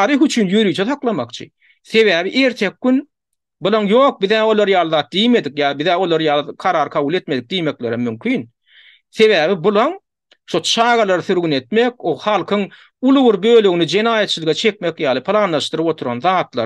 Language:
Turkmen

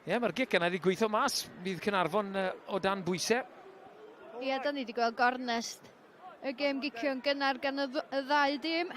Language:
Welsh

